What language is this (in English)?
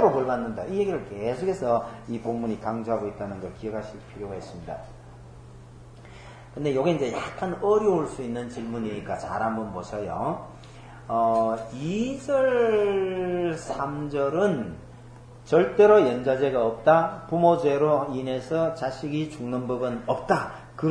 Korean